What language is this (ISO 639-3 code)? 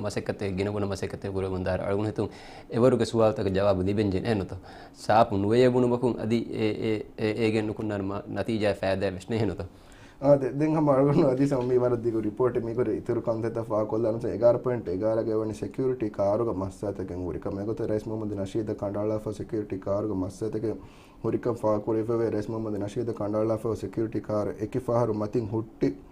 div